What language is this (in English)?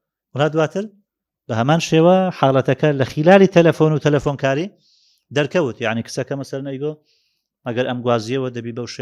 Central Kurdish